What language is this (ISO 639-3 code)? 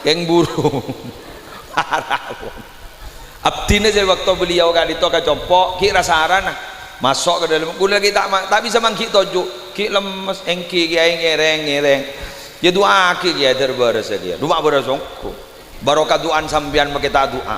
mad